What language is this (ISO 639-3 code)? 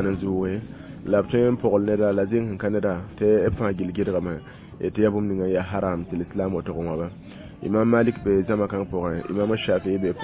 mos